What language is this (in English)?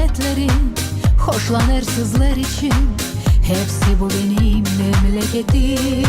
Gagauz